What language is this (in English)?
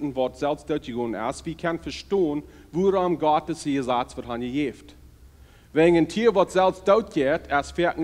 Plautdietsch